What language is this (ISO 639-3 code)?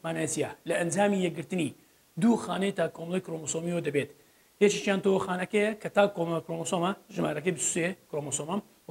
ckb